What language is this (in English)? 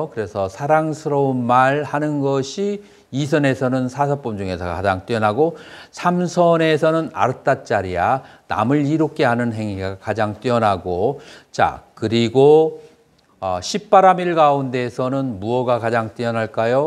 Korean